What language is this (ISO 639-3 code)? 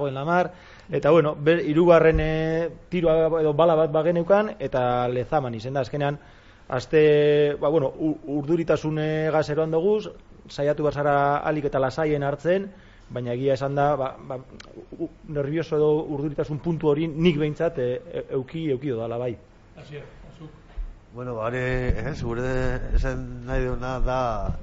eus